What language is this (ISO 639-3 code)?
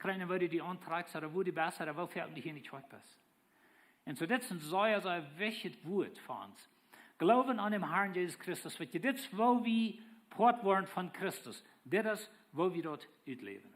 pdt